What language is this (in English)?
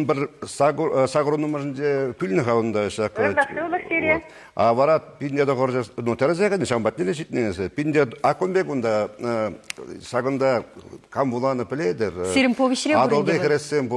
Chuvash